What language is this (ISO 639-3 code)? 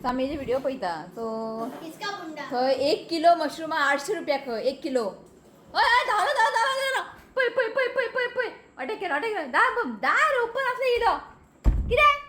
kok